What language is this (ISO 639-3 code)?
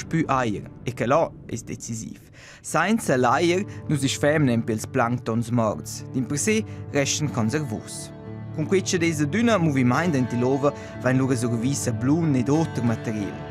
roh